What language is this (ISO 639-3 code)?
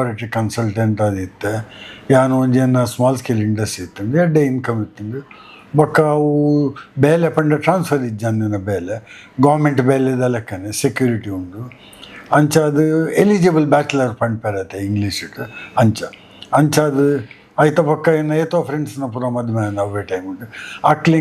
tcy